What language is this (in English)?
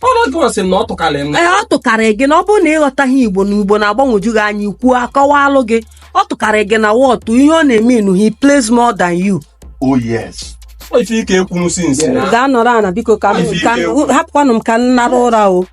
Igbo